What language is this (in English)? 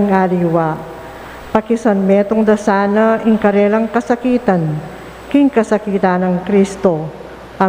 Pampanga